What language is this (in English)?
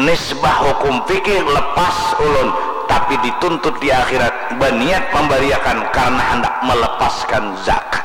Banjar